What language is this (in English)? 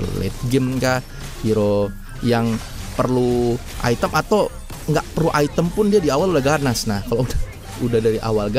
Indonesian